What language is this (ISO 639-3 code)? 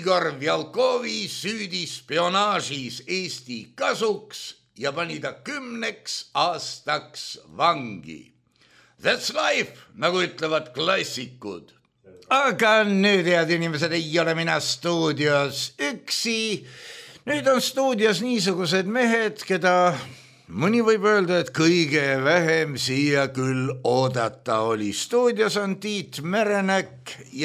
est